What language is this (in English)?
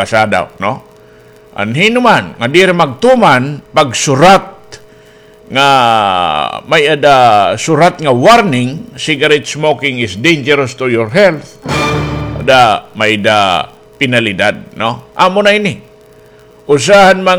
Waray